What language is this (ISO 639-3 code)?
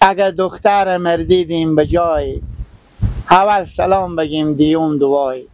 fas